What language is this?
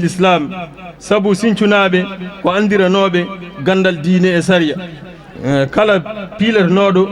Fula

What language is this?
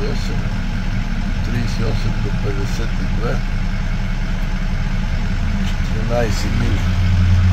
Bulgarian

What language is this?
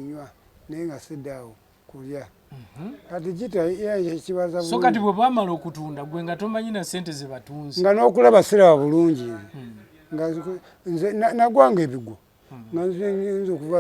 Ganda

